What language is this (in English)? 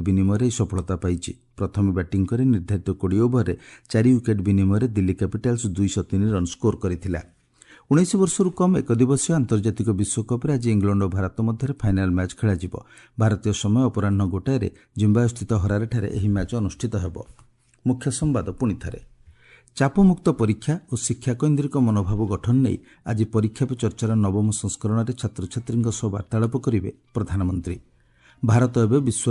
Odia